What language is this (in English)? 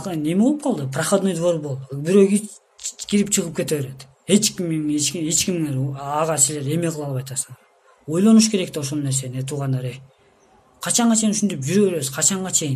Kyrgyz